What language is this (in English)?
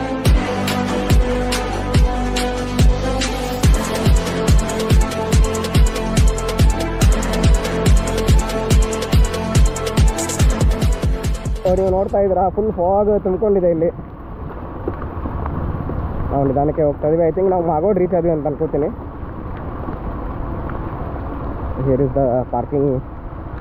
Kannada